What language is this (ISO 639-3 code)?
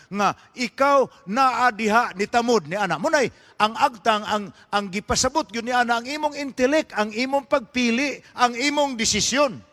ceb